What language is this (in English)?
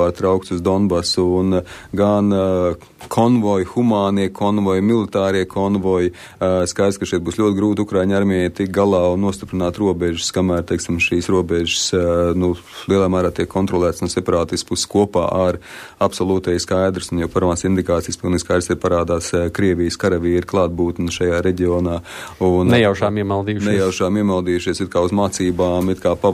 Latvian